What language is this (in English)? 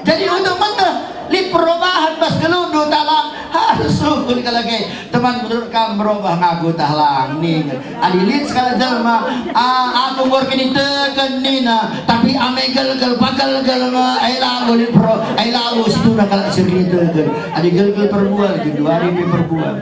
Batak Karo